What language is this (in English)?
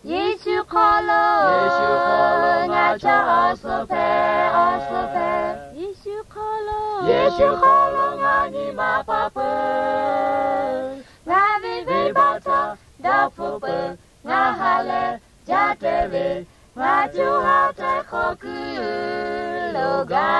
Lahu